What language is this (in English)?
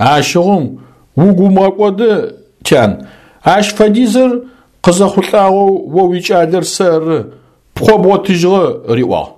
Adyghe